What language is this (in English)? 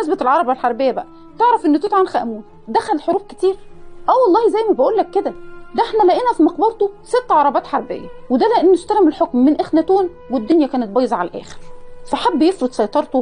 Egyptian Arabic